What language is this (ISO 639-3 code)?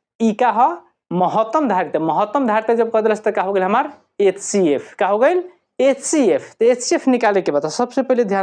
bho